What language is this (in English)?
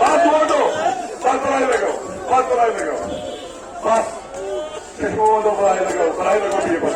Kashmiri